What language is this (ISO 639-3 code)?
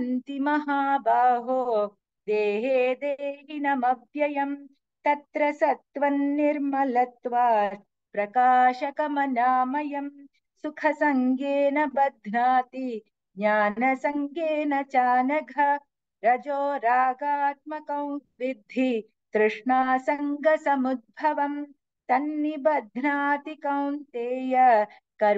san